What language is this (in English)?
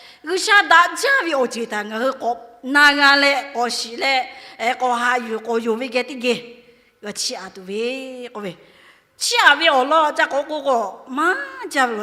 Lahu